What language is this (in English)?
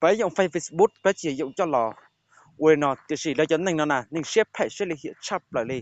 Hmong